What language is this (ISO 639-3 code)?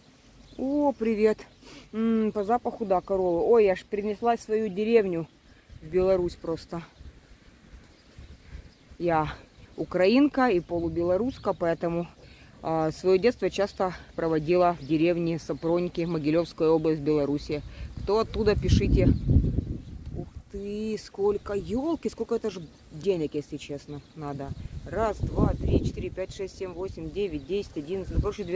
rus